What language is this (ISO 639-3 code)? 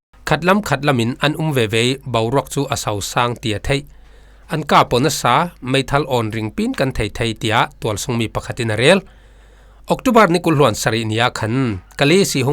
cfm